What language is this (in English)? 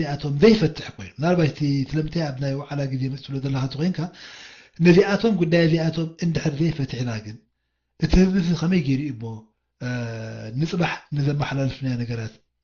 Tigrinya